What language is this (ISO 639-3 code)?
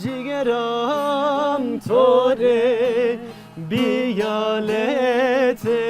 zza